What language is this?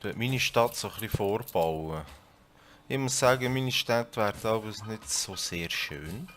Swiss German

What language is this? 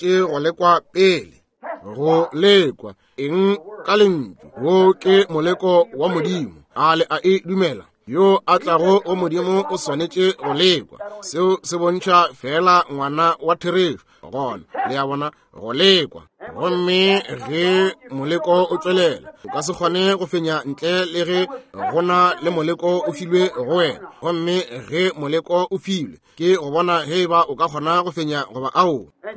Northern Sotho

